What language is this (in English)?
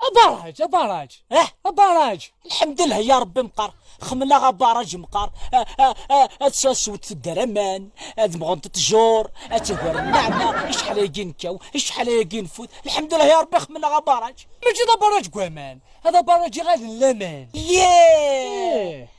Kabyle